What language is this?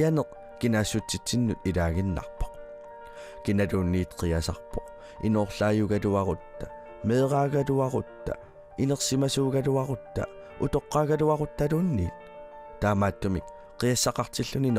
Kalaallisut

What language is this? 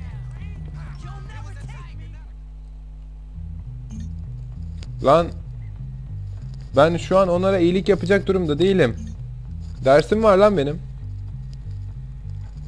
Turkish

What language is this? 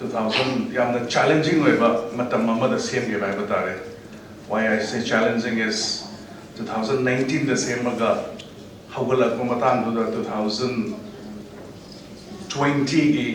Manipuri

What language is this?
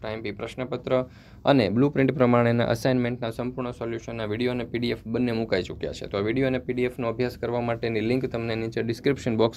Gujarati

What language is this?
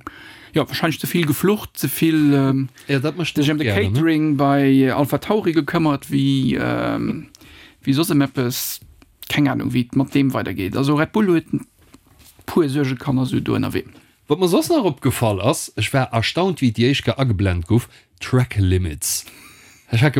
Luxembourgish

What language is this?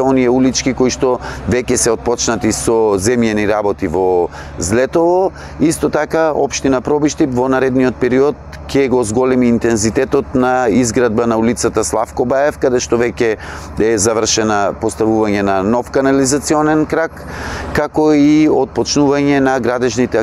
Macedonian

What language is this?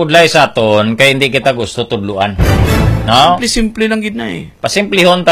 Hiligaynon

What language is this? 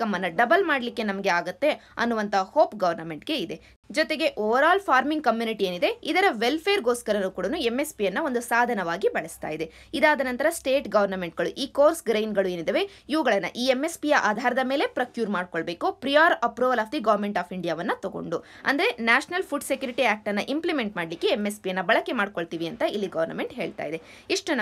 Kannada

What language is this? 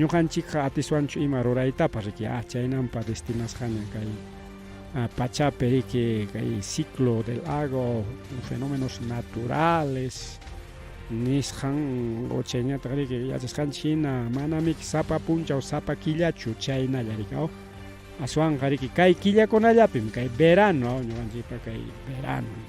Ayacucho Quechua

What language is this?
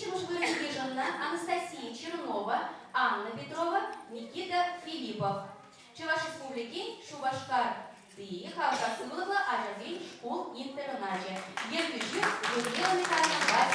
Chuvash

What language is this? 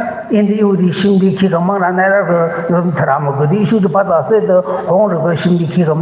Tangkhul Naga (India)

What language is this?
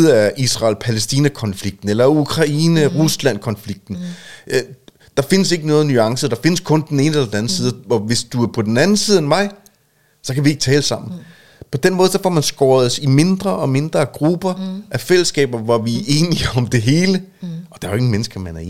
Danish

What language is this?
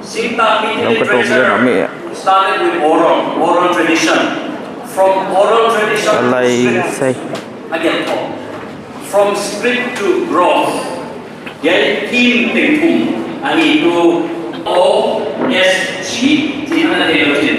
Paite Chin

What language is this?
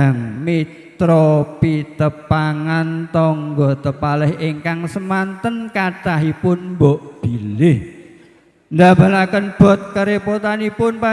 Javanese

